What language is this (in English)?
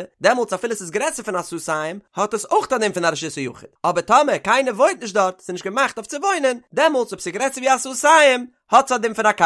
Yiddish